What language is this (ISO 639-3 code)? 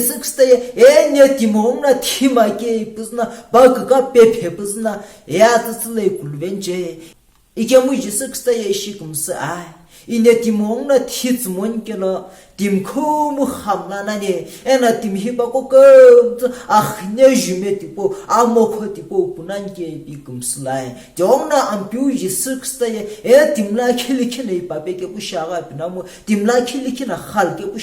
nsm